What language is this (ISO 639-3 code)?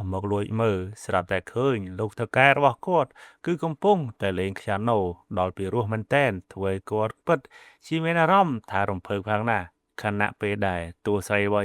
khm